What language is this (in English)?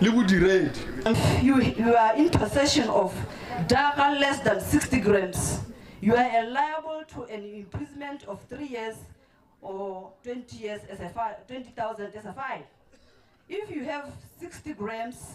Tswana